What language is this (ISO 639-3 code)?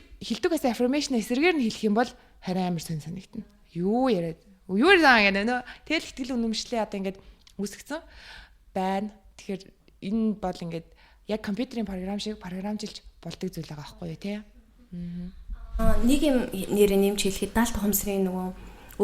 mon